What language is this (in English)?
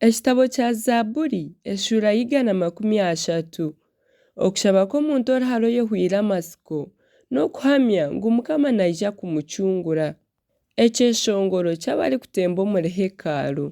Nyankole